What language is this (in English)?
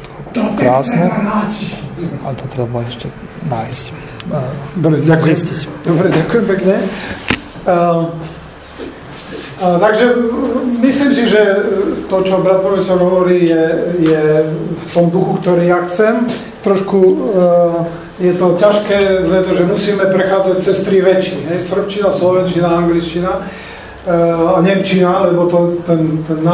Slovak